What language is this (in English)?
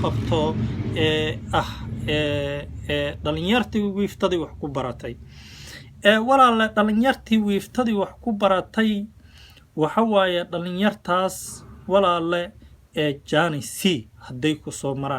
Somali